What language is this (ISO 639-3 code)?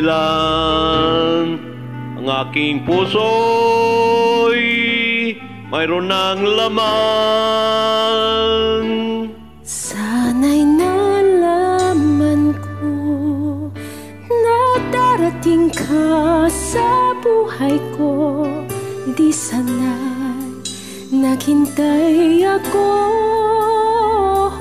fil